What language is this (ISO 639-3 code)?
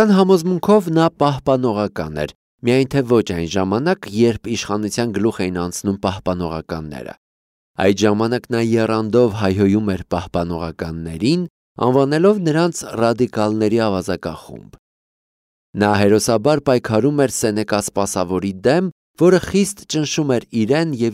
hye